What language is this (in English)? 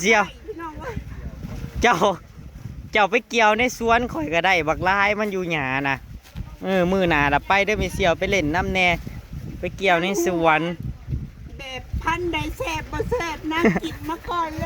Northeastern Thai